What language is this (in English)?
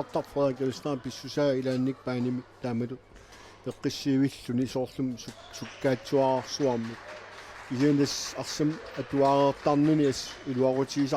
Kalaallisut